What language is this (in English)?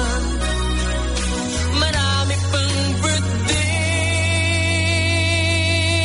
Filipino